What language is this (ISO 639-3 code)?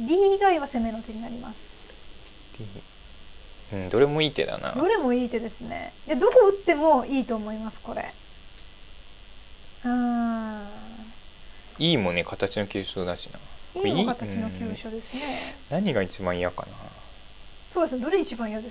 jpn